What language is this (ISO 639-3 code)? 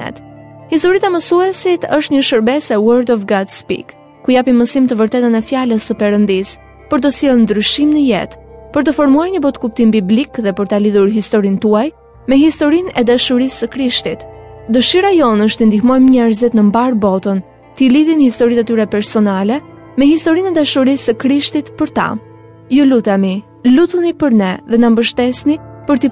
sqi